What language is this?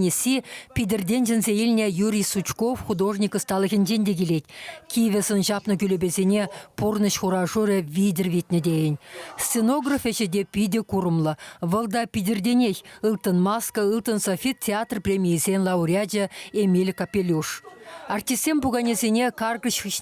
Chuvash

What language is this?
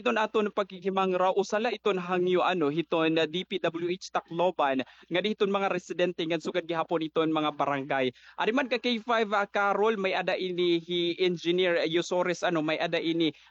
Waray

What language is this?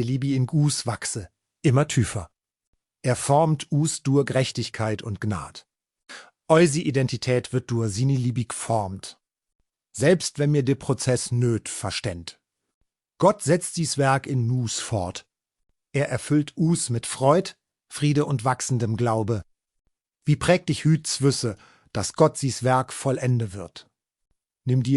Swiss German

